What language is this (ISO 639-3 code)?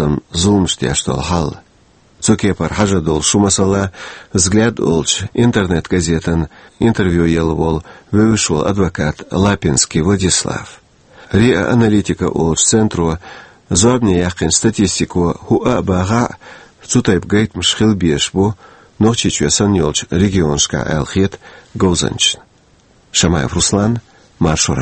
che